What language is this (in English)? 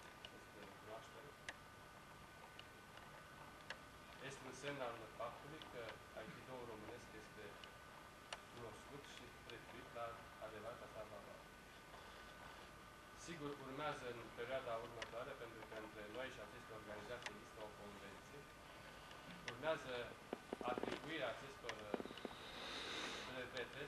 Romanian